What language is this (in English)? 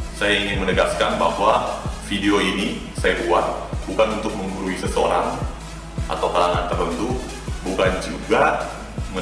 Indonesian